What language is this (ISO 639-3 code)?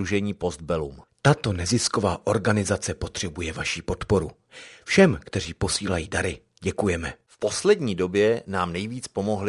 ces